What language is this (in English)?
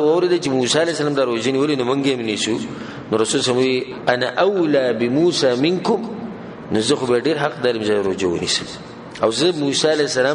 Pashto